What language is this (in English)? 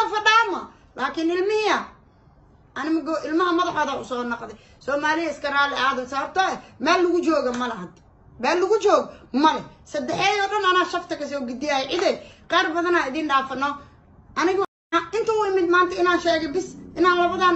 Somali